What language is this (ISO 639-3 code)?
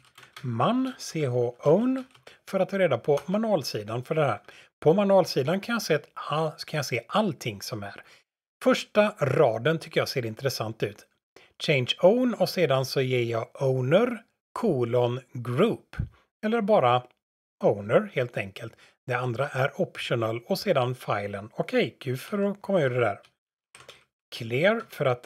swe